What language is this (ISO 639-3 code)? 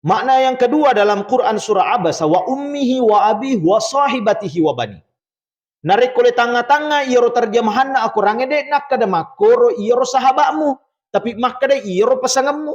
bug